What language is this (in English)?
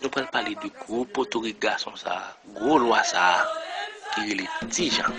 Haitian Creole